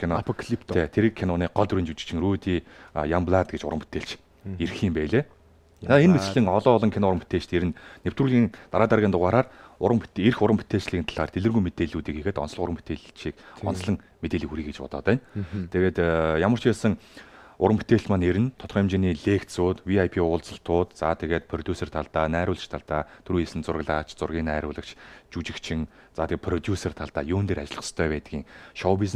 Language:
Mongolian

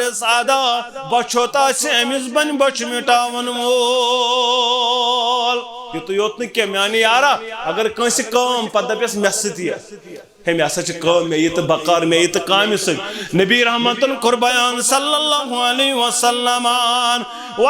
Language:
Kashmiri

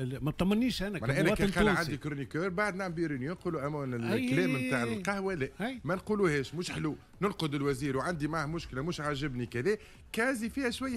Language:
Tunisian Arabic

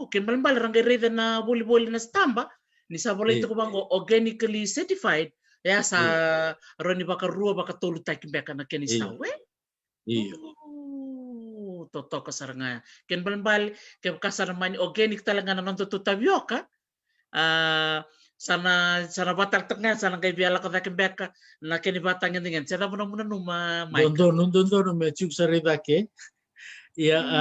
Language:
Fijian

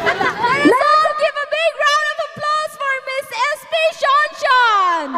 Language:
Tangkhul Naga (India)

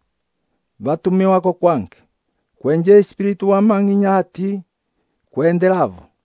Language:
Umbundu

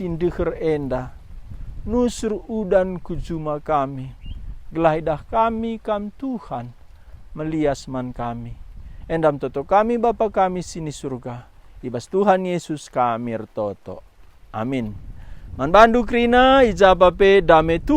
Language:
Batak Karo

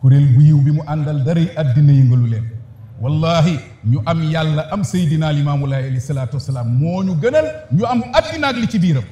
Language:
Wolof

